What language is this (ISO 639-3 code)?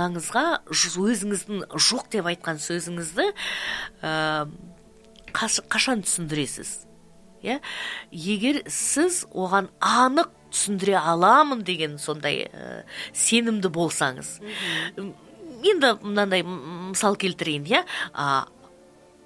kaz